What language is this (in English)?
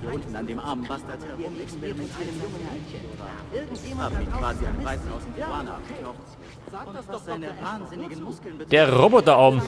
Bavarian